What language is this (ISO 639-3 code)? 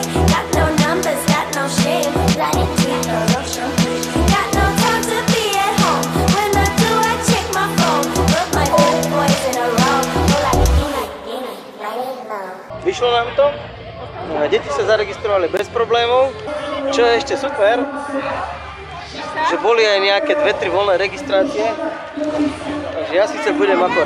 slk